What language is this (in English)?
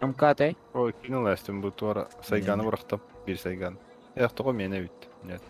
Yakut